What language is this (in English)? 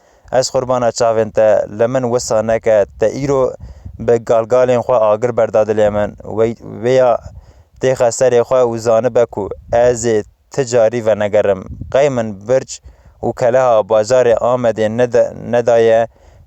Kurdish